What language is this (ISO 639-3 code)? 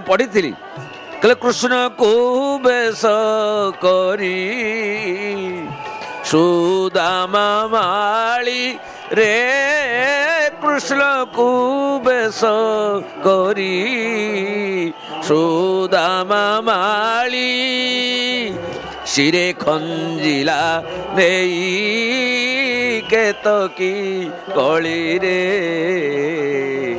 ori